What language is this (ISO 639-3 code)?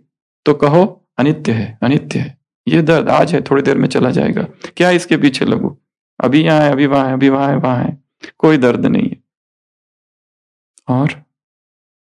hin